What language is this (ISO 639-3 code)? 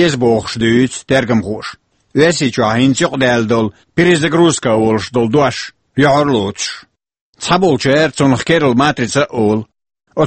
che